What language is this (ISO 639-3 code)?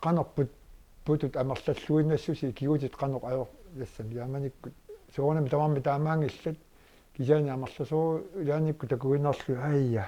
kal